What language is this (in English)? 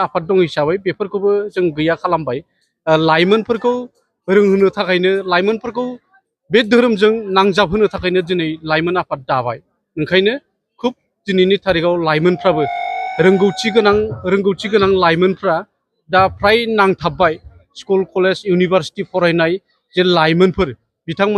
Bodo